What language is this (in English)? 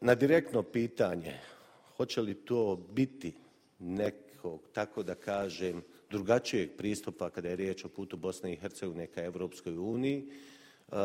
Bosnian